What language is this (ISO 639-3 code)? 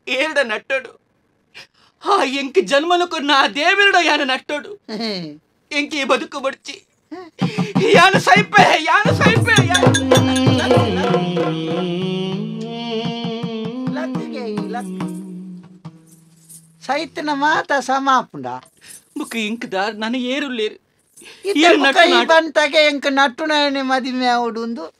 tcy